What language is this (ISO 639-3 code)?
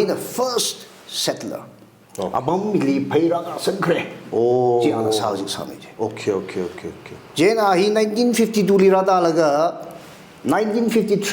nmf